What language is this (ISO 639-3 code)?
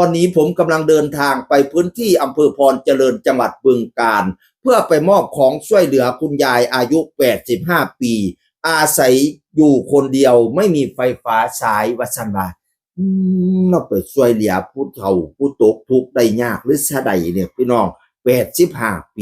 tts